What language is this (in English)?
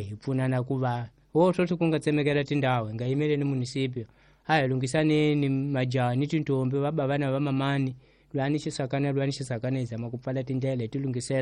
Tsonga